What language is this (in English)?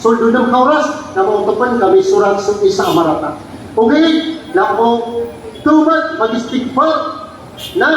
Maranao